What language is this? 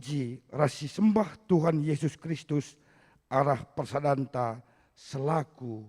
Batak Karo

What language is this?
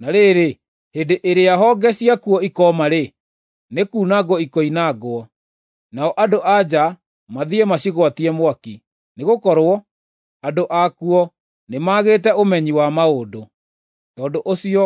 Kikuyu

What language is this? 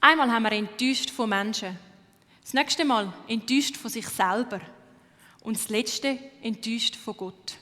Swiss German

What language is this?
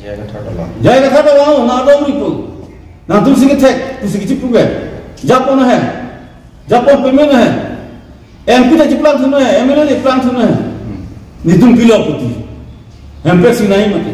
Karbi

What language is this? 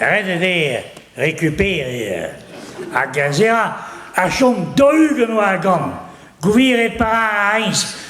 Breton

